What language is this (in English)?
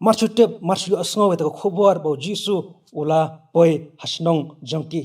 Khasi